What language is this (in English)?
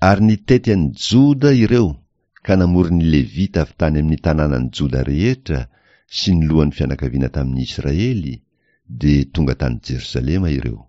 Malagasy